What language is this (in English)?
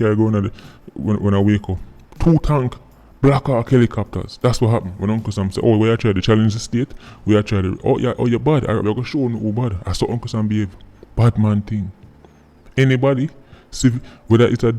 Jamaican Creole English